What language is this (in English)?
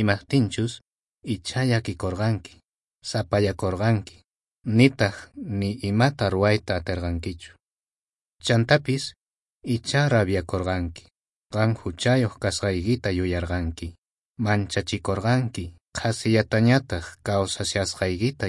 South Bolivian Quechua